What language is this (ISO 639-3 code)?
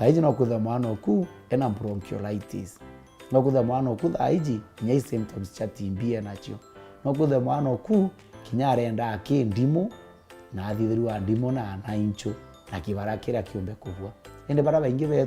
mer